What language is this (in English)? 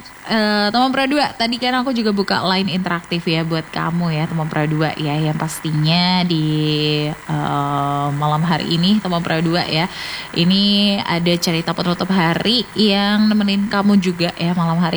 Indonesian